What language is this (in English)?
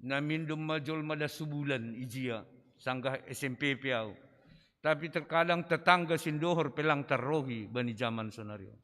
Batak Simalungun